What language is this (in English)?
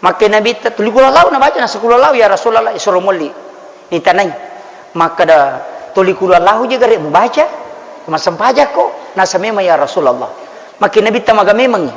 Buginese